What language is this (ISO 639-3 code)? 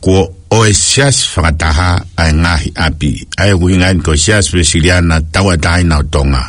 ton